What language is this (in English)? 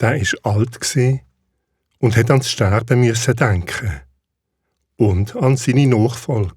Swiss German